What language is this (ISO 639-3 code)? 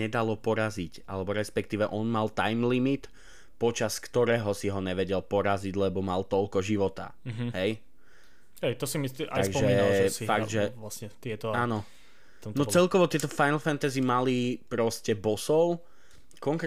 slk